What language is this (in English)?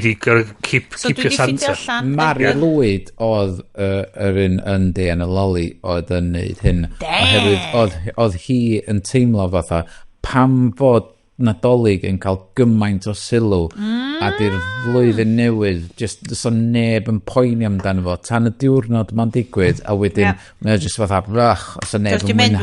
Welsh